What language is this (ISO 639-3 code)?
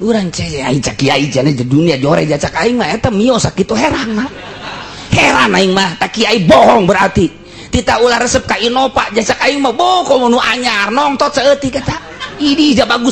sun